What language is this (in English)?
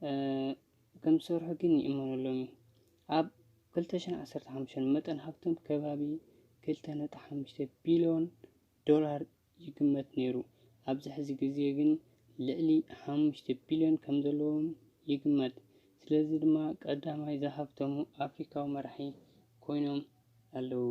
Tigrinya